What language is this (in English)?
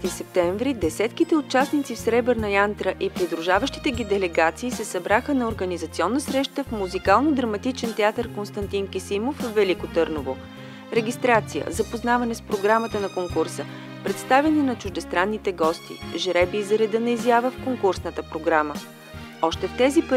Bulgarian